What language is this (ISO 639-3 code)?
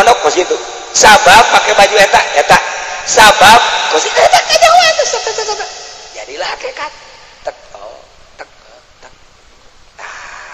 sun